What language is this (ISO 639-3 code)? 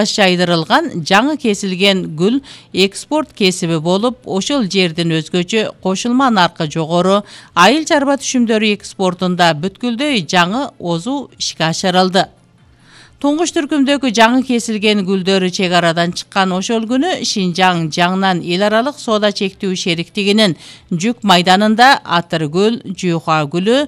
kir